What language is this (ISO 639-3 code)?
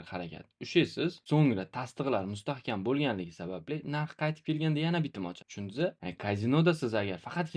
uzb